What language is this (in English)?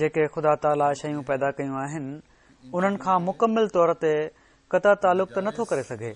Sindhi